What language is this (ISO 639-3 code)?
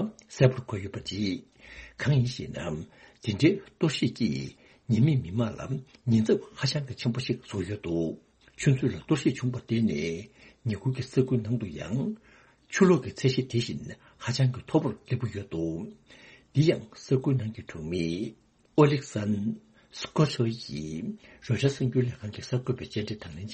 bod